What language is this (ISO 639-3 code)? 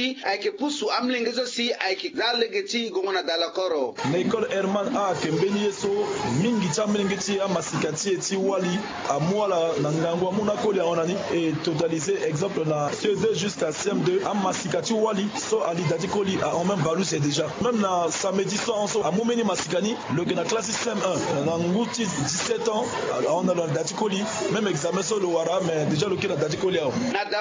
sag